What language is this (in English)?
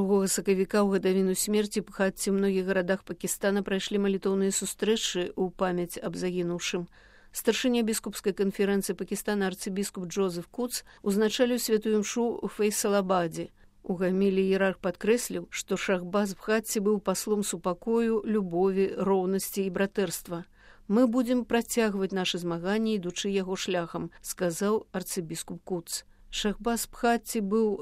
Belarusian